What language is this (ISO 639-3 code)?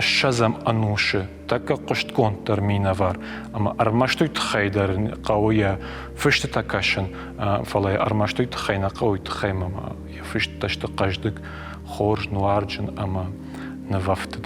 oss